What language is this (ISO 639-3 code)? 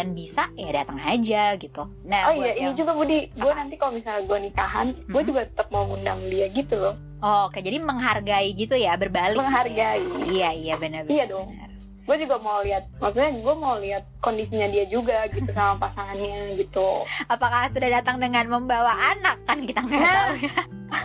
ind